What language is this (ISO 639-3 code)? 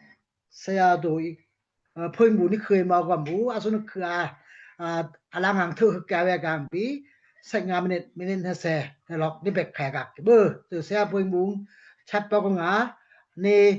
dao